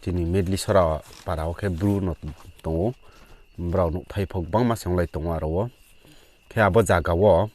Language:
Riang (India)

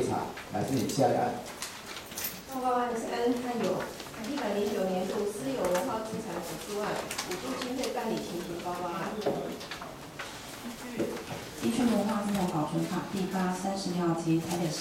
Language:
Chinese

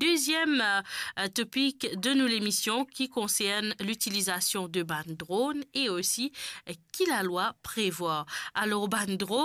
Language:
Morisyen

